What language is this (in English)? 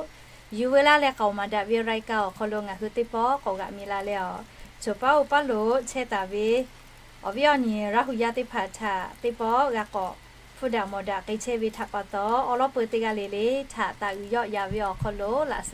Lahu